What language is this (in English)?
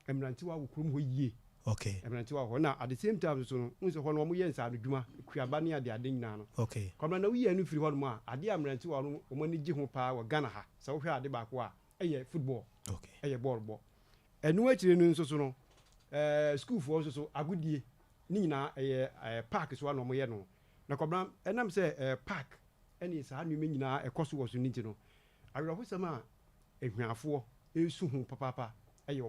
Akan